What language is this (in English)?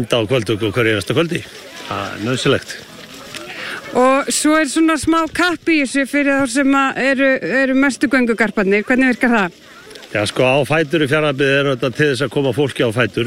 Icelandic